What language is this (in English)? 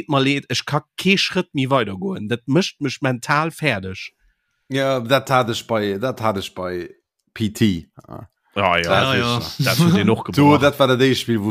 Luxembourgish